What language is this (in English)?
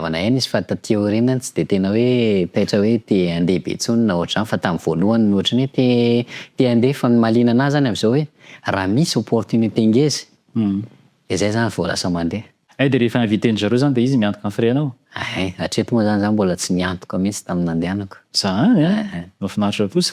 Malagasy